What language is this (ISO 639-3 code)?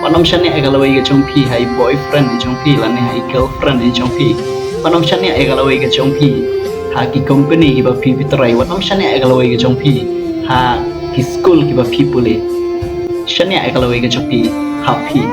kha